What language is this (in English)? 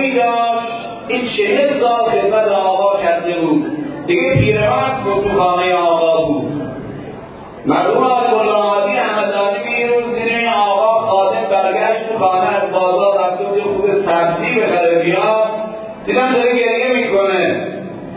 Persian